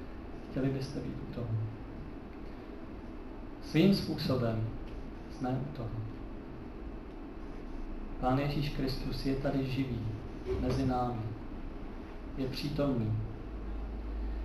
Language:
Czech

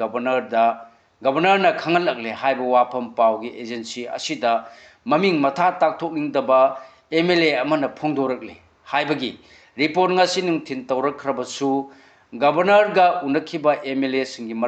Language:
Manipuri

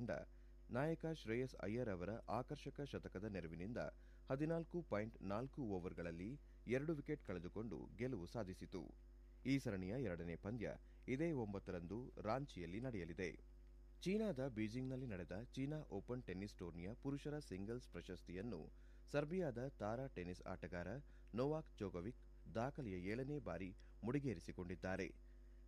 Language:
Kannada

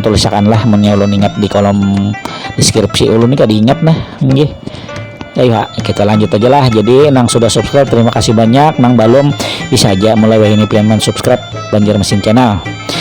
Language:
Banjar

